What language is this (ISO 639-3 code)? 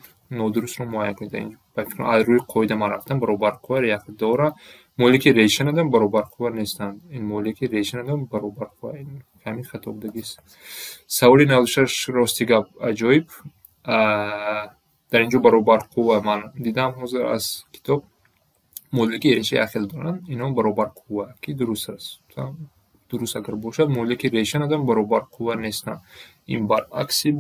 tgk